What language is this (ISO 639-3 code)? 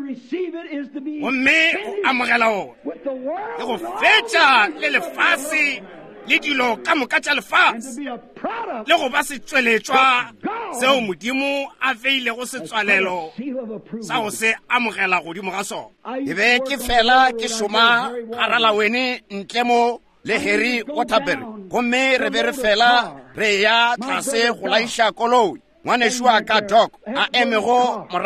nso